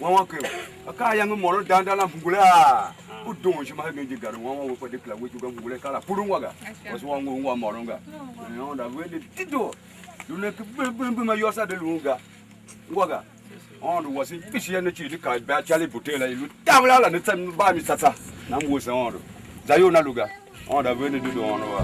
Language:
Tiv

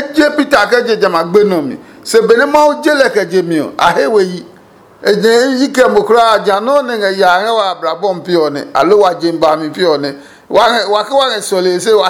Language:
Adangme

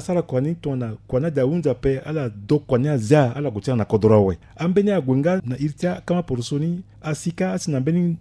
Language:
Sango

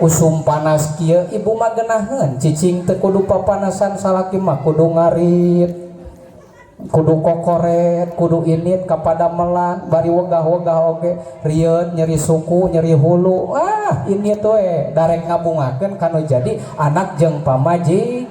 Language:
Sundanese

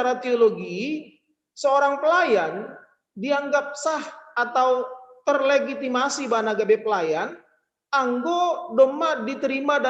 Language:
Batak Simalungun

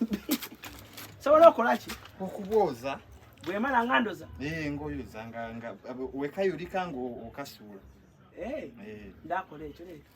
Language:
Ganda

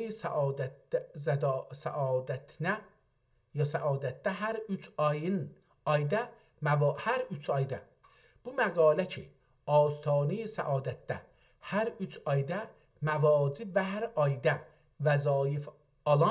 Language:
South Azerbaijani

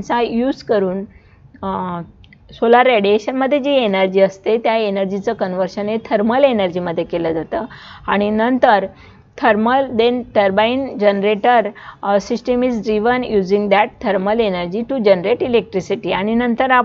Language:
Marathi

